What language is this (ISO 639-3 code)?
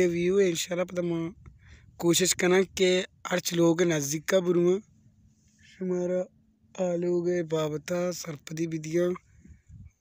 bal